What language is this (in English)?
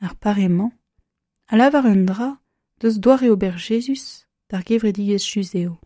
Breton